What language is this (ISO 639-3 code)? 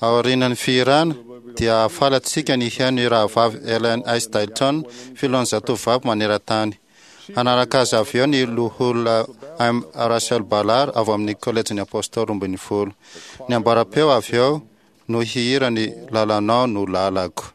mlg